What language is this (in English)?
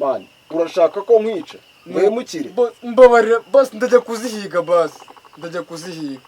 Kinyarwanda